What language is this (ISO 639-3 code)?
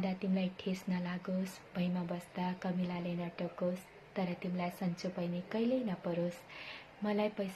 nep